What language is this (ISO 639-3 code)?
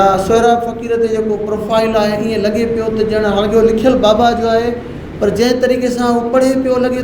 snd